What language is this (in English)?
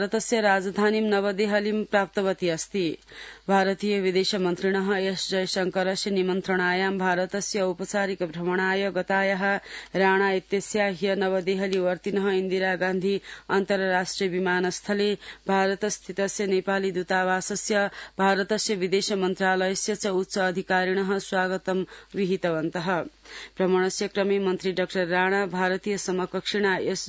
Sanskrit